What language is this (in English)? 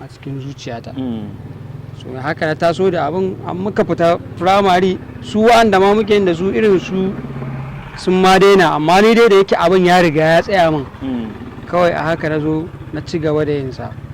Hausa